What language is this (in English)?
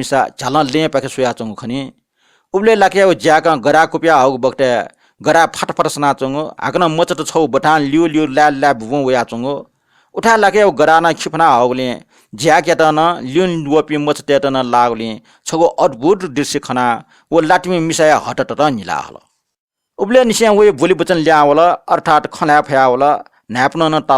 Newari